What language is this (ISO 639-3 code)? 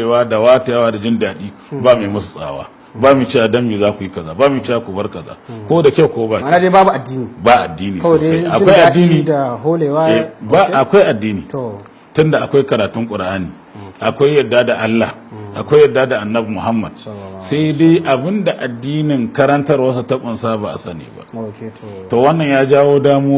hau